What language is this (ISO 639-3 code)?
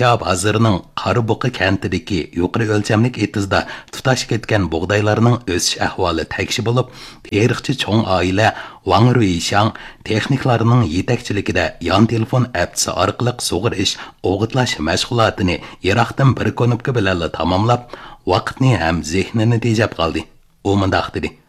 uig